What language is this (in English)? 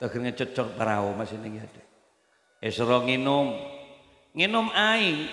Madurese